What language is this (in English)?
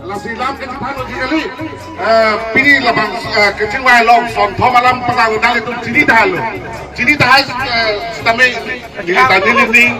Karbi